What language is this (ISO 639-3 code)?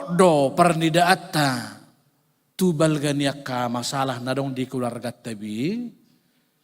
bbc